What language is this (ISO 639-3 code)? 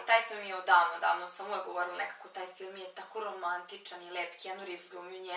srp